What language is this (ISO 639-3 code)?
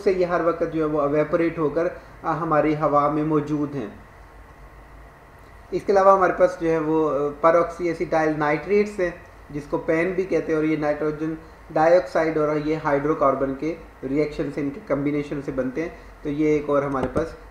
hin